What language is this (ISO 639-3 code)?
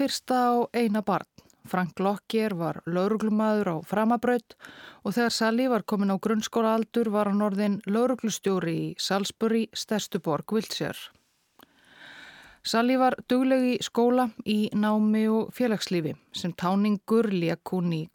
isl